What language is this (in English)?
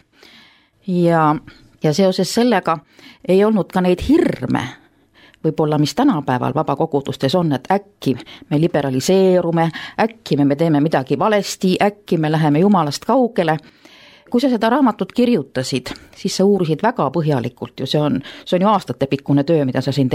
Estonian